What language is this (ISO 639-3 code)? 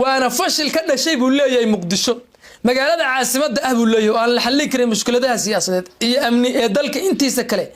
som